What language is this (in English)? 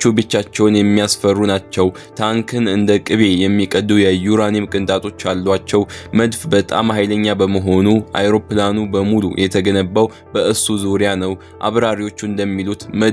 Amharic